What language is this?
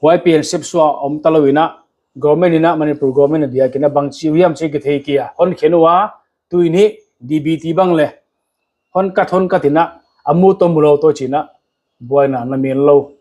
Paite Chin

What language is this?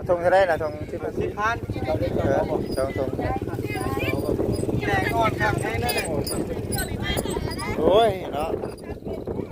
Lao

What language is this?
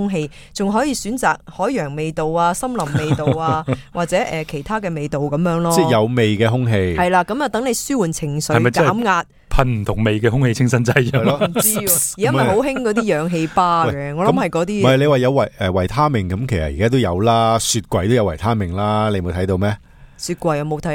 Cantonese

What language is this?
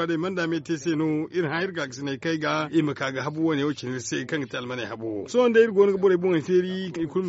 Zarma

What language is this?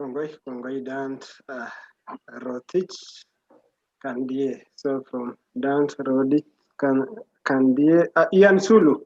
Kalenjin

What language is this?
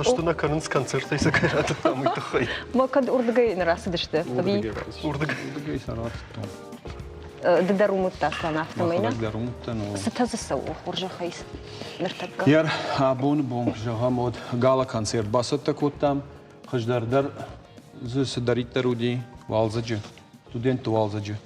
Ossetic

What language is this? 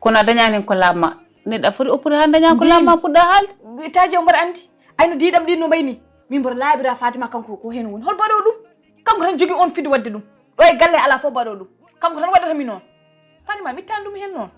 Fula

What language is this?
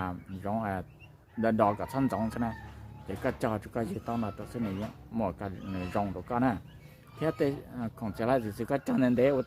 Hmong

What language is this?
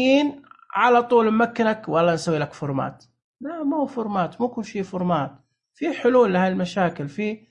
Najdi Arabic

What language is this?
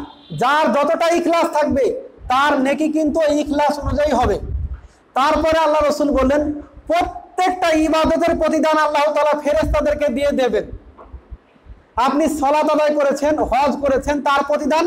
Bangla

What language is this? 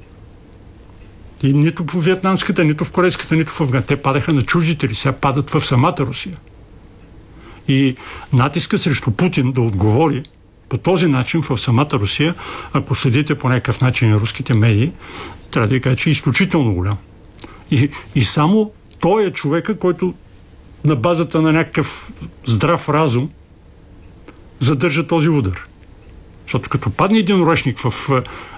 Bulgarian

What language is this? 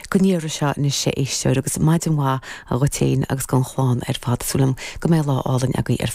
Irish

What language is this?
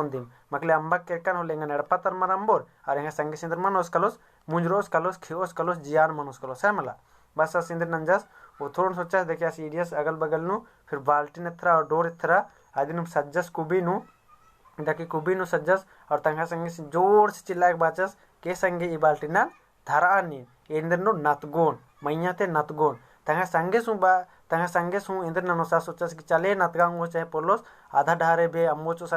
Kurukh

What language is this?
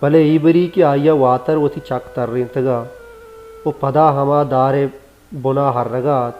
Baluchi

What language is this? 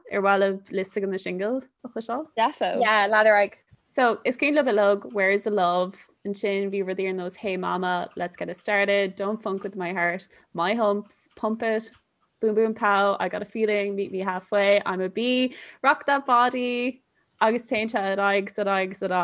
Irish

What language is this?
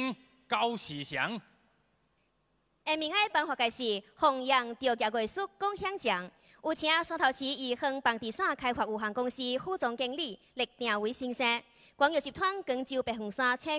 Chinese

